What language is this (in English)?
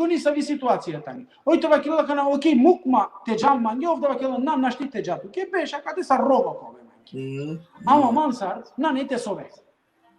Balkan Romani